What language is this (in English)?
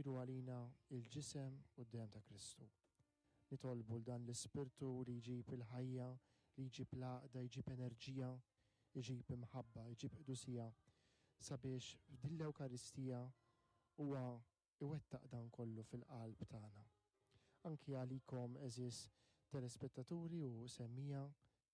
Maltese